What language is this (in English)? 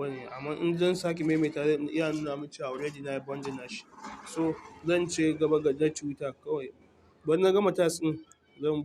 Hausa